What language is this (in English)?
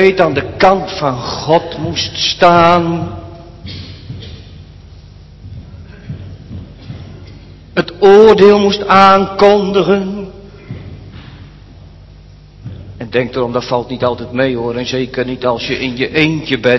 Dutch